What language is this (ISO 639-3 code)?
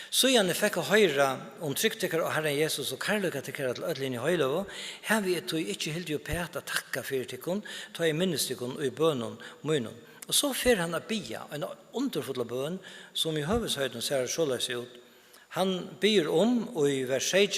fao